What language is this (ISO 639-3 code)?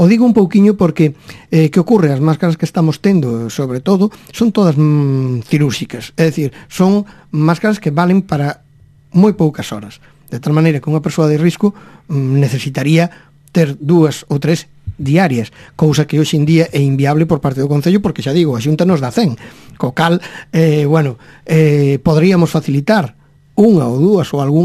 glg